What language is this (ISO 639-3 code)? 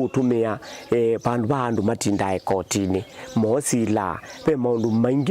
kam